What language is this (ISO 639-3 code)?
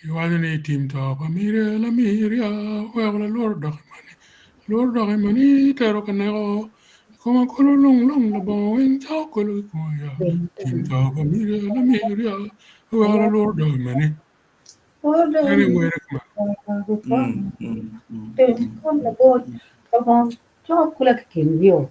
ach